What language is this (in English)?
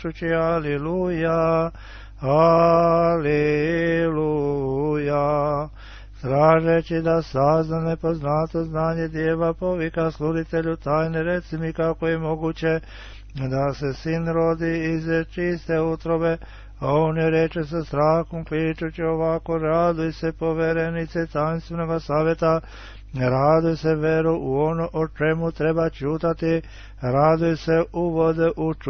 Serbian